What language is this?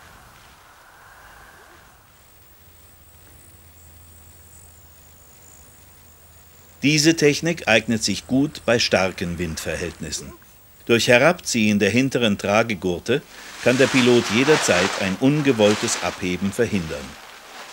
German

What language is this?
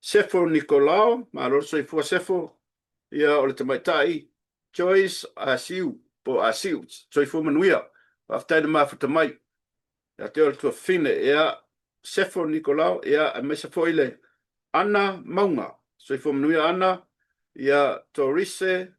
Samoan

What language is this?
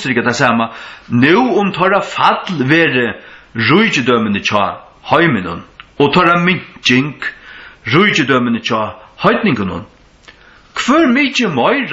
Faroese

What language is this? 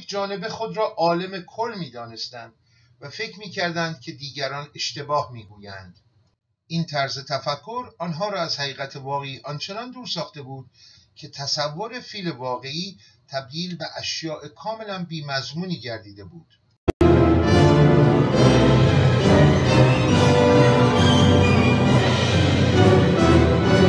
Persian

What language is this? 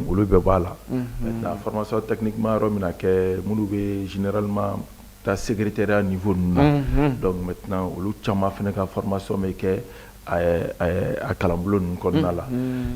Bambara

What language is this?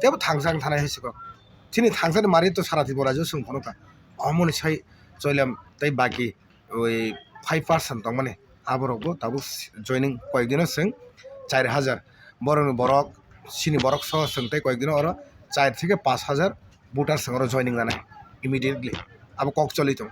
Kok Borok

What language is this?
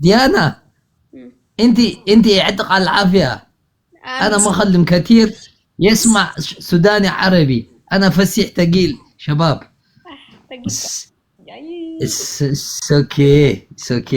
Tigrinya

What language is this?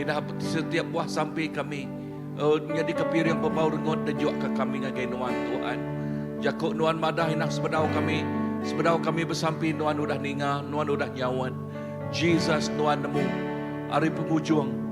Iban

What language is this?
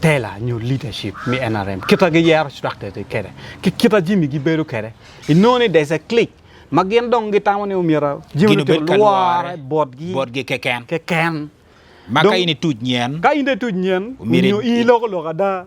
Acoli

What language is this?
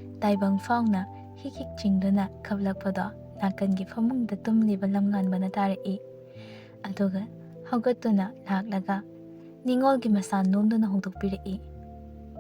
Manipuri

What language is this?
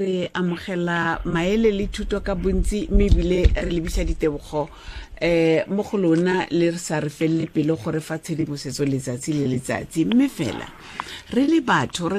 Tswana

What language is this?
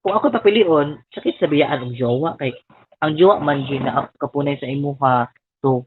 Cebuano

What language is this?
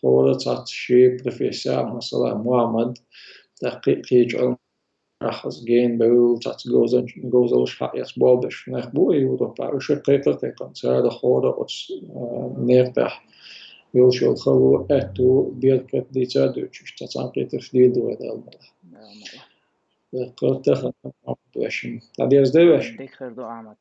Chechen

